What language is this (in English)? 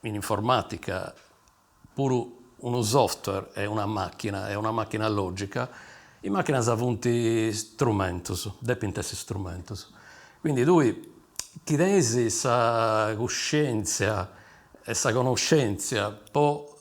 Sardinian